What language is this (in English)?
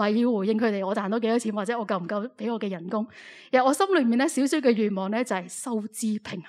Cantonese